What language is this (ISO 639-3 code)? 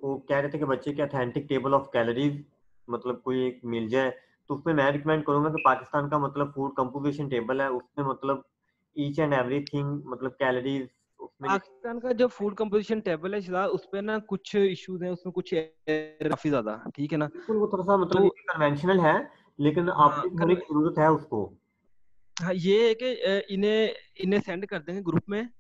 hin